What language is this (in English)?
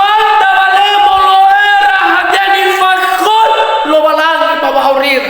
Nias